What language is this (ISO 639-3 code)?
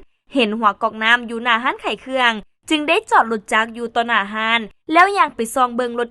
lao